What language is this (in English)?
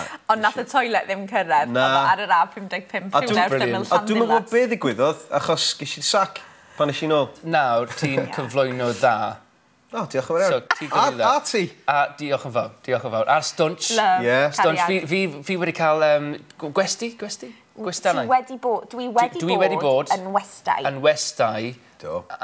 Welsh